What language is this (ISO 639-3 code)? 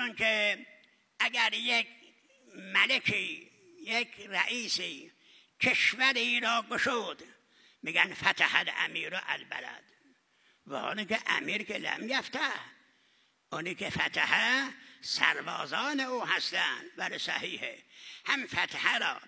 fas